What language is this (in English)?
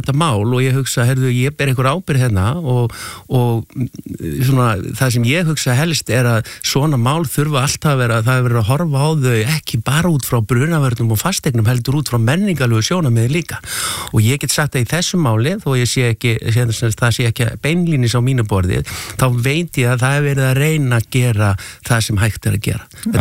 Icelandic